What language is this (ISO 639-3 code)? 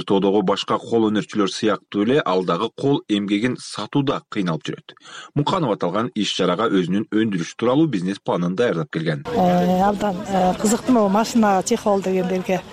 kir